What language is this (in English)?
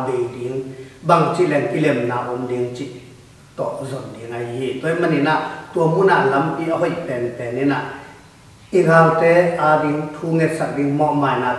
Tedim Chin